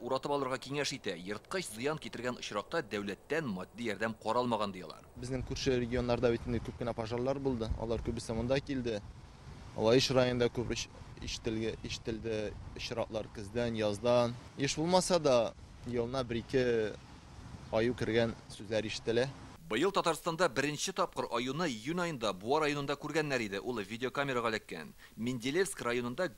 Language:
Tatar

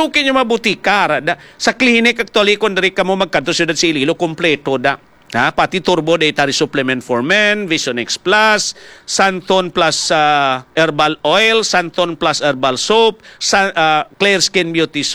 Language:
Hiligaynon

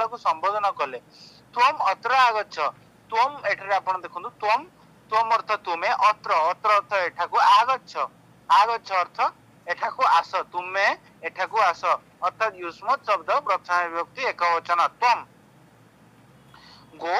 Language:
Odia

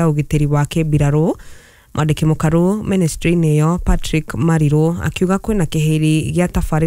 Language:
Kikuyu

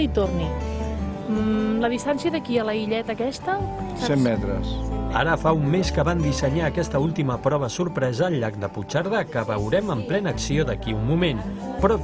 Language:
Catalan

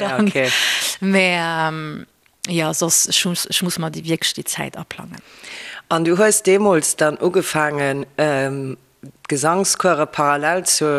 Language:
Luxembourgish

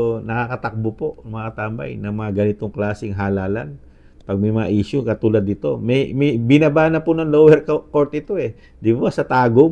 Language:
Filipino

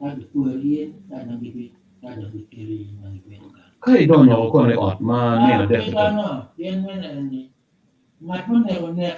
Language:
Acoli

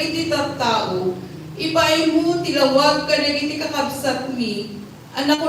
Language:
Iloko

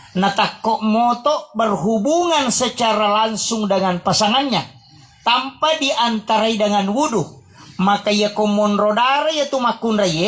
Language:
Buginese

